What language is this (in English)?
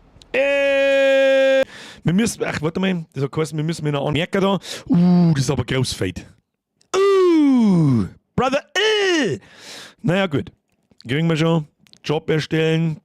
Bavarian